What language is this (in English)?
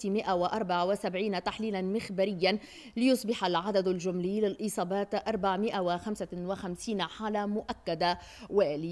Tunisian Arabic